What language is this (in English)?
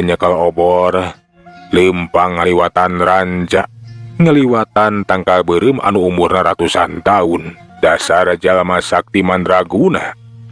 Sundanese